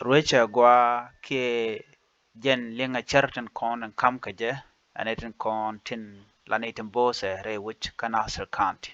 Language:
Nuer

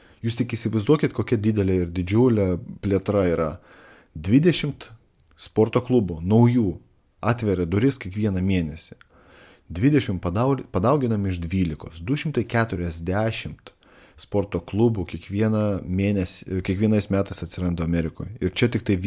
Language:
Lithuanian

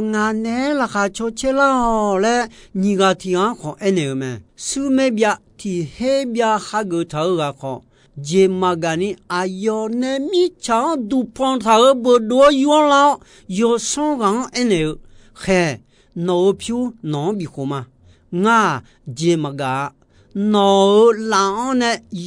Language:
Akha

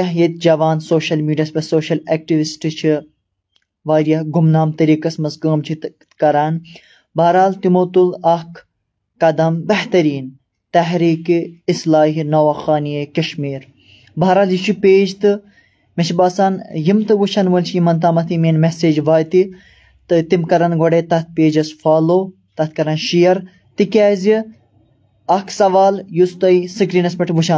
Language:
Kashmiri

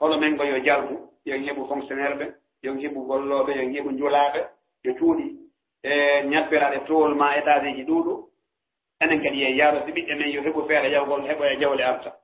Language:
Fula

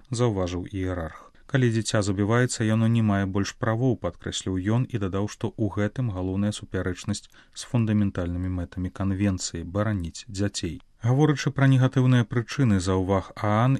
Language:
Belarusian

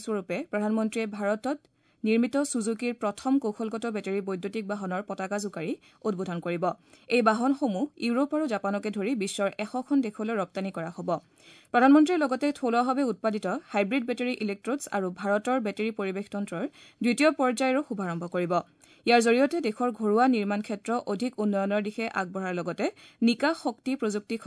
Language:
Assamese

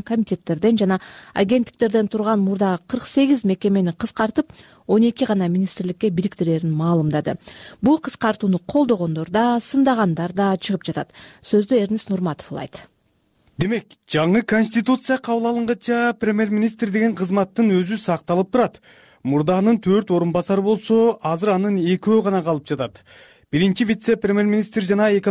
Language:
Kyrgyz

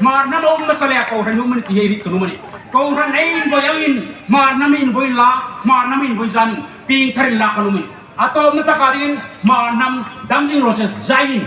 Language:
Hmar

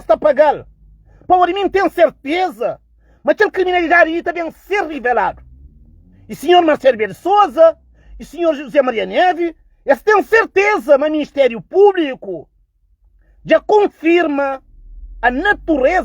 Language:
Kabuverdianu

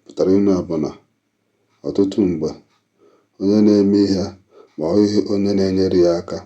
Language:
Igbo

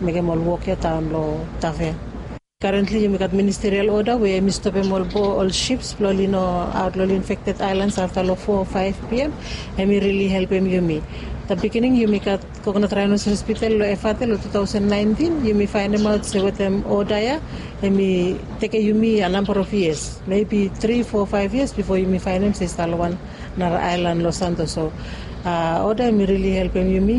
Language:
Bislama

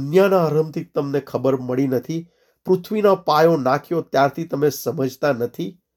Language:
Gujarati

